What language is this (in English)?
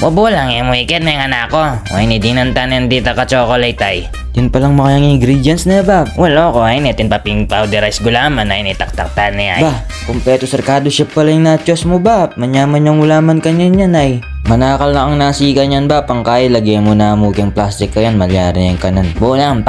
Pampanga